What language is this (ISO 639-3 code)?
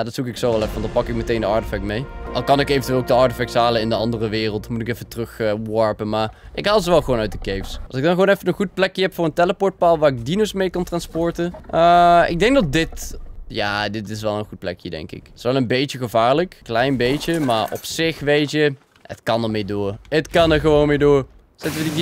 nld